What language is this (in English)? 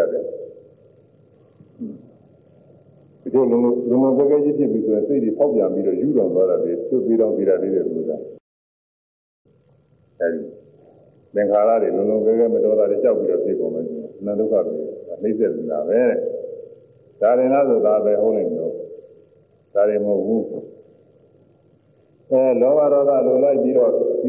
Burmese